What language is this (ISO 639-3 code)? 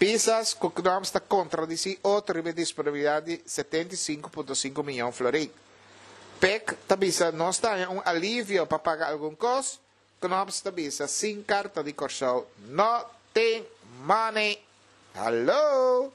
pap